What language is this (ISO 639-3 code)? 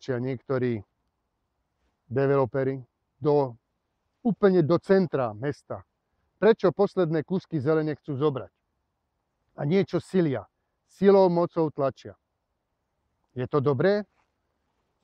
slk